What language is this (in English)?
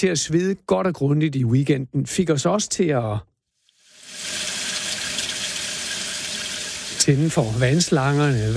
Danish